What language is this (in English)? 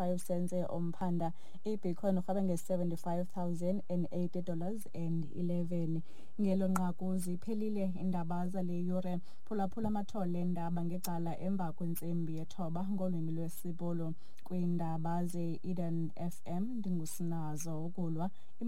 Xhosa